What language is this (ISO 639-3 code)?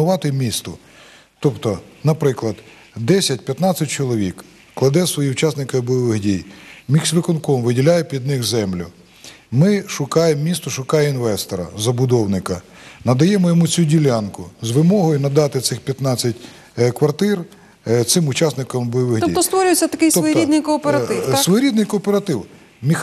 ukr